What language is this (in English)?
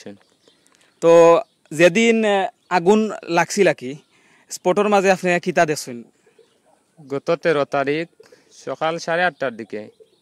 Sylheti